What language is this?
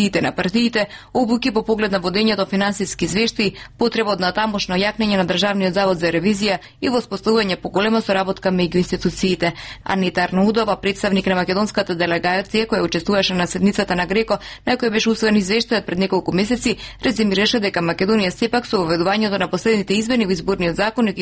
Macedonian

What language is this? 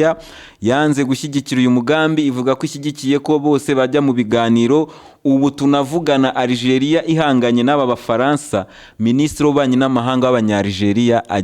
Kinyarwanda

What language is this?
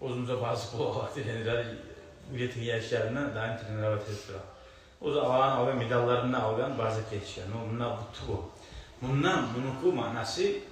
Kumyk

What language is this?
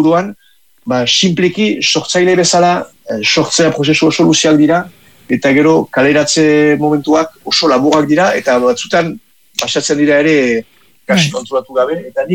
Basque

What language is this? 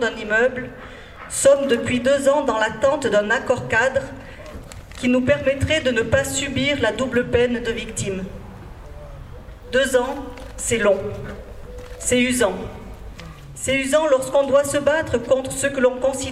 French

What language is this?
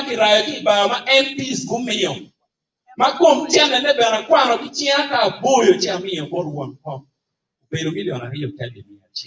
Acoli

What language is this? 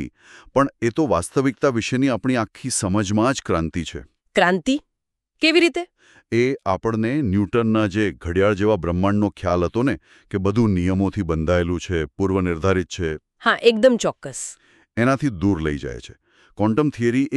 Gujarati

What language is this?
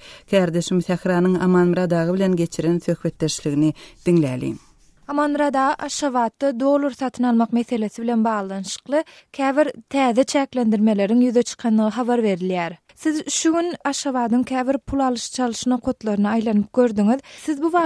Turkmen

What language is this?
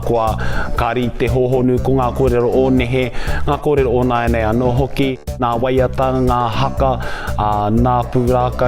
Māori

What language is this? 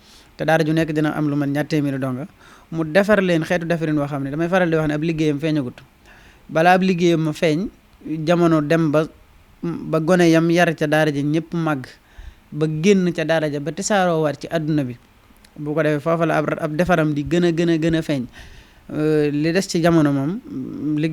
Wolof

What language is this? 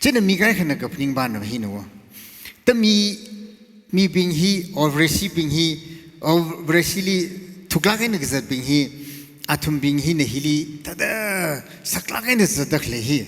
Tangkhul Naga (India)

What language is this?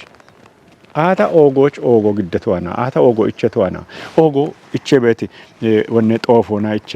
Kafa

